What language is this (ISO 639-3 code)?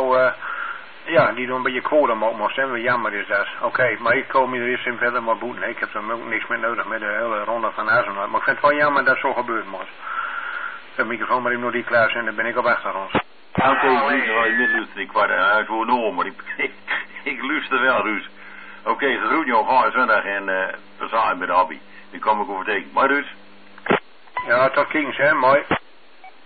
nld